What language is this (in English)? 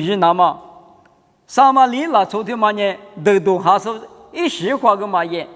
Lisu